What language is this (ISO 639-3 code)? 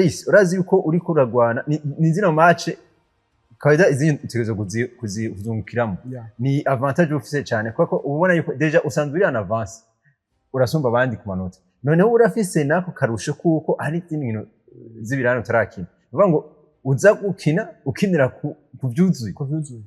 run